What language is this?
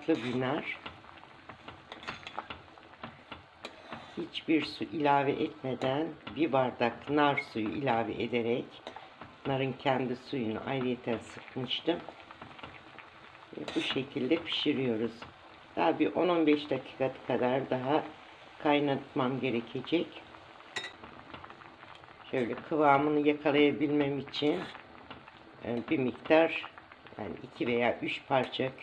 Turkish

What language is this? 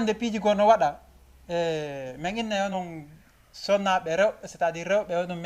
Fula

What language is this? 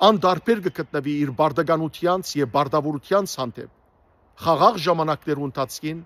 Western Armenian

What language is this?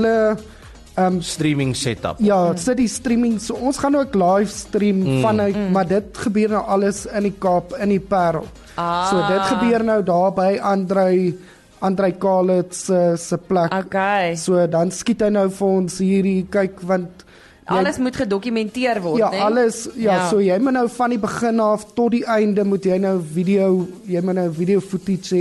Afrikaans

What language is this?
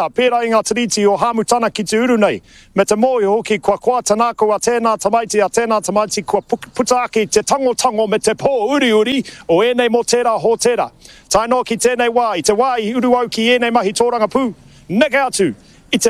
Māori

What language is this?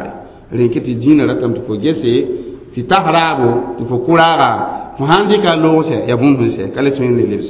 Mossi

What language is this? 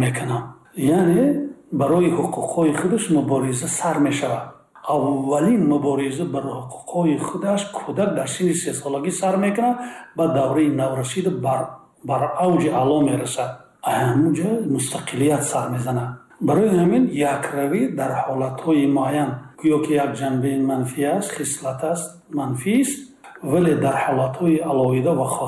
Tajik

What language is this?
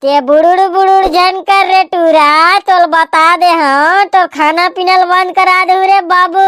Chhattisgarhi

